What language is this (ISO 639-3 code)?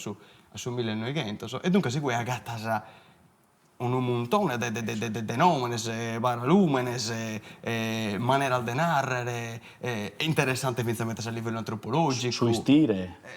srd